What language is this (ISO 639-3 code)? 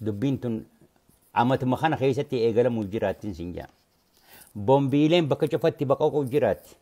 orm